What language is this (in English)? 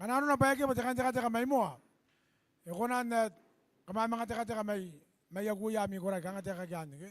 Gilbertese